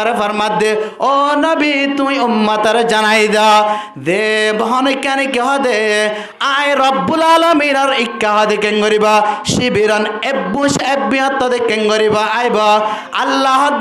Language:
Rohingya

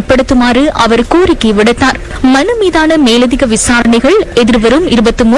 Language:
Tamil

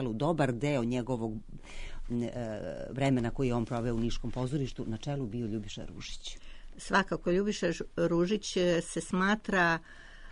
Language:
Serbian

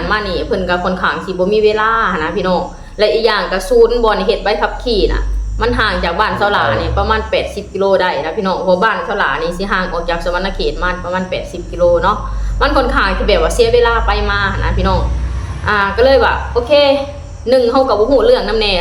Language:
Lao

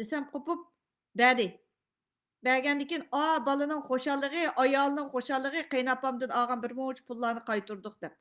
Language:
Uyghur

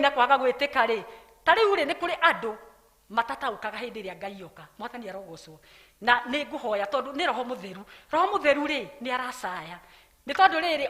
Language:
Kikuyu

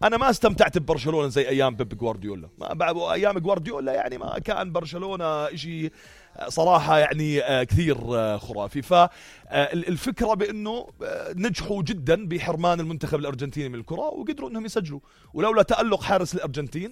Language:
North Levantine Arabic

